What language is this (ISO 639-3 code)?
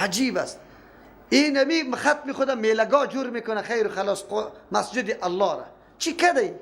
fas